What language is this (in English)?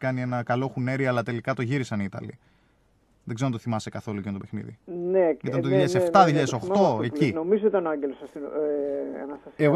Greek